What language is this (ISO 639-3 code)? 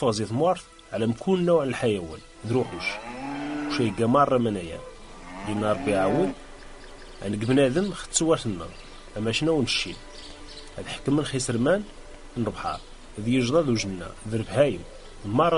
kab